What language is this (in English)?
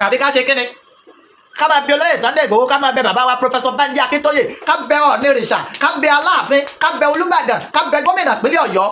Yoruba